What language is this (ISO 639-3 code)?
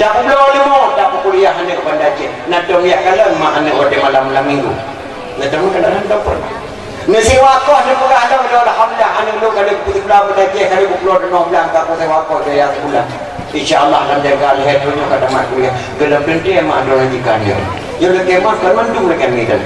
ace